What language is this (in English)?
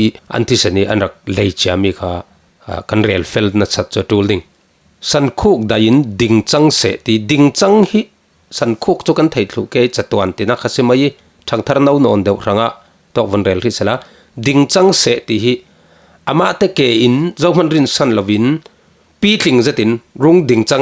Falam Chin